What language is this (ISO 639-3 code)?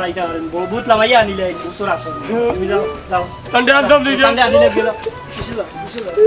syl